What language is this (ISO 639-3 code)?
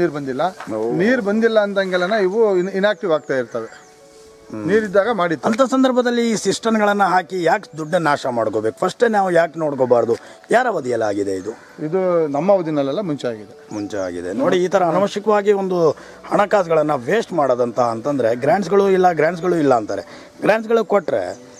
kan